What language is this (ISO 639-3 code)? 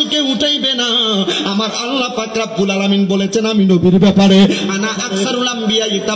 ben